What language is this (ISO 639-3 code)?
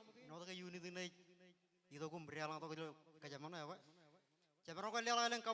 mah